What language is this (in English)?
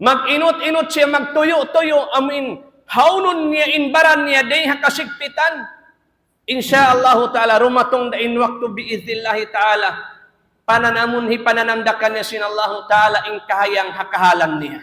Tausug